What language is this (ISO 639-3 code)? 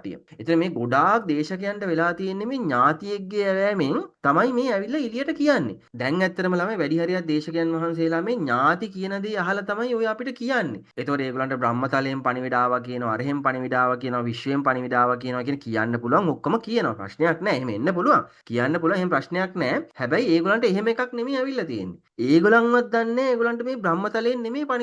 sin